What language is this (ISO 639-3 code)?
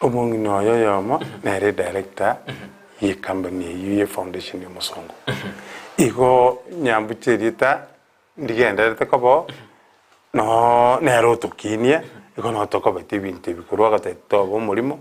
guz